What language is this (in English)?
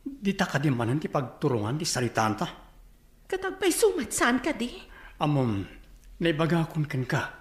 Iloko